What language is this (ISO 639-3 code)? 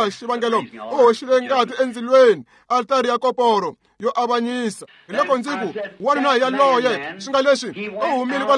tso